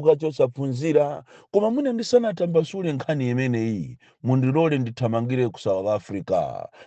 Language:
Nyanja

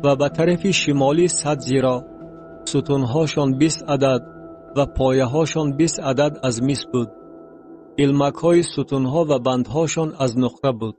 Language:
Tajik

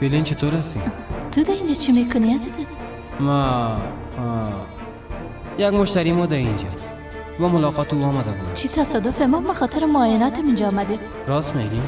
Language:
Persian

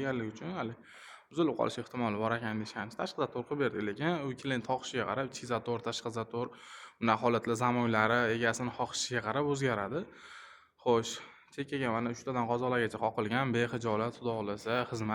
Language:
Uzbek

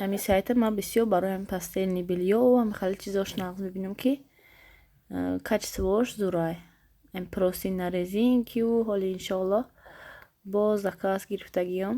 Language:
Tajik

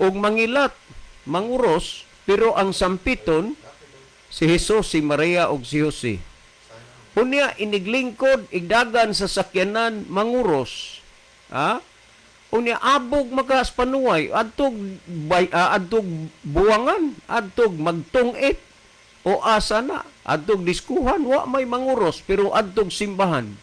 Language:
Cebuano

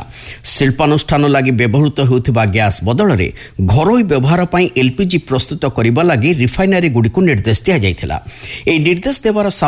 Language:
Odia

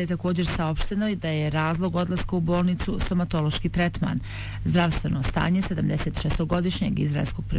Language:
Bosnian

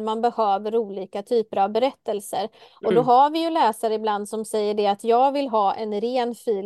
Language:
Swedish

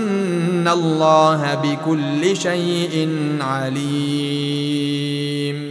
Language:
Arabic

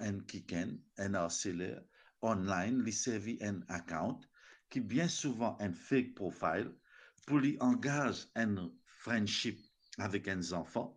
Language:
Morisyen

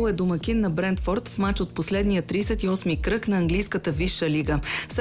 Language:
Bulgarian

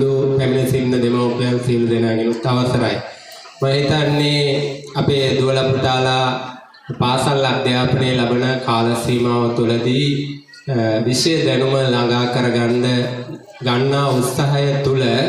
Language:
Sinhala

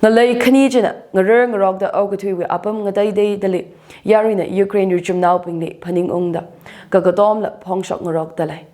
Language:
Tangkhul Naga (India)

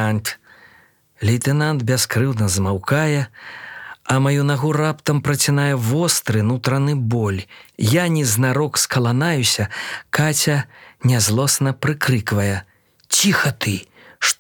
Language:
Belarusian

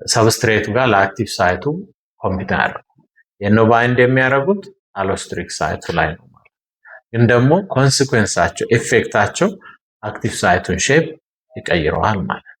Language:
Amharic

